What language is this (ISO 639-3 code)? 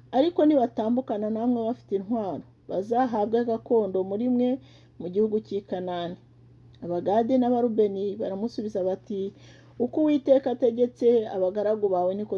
kin